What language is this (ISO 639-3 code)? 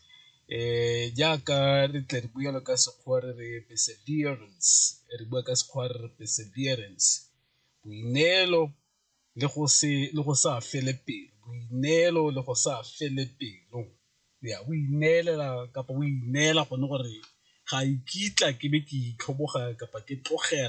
tsn